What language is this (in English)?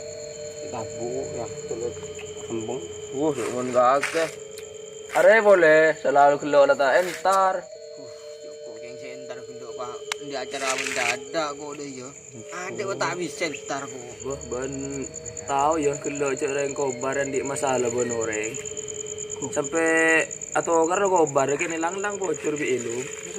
Madurese